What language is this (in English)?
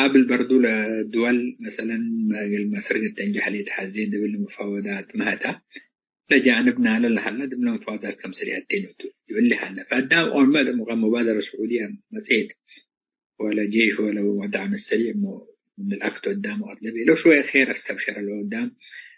Tigre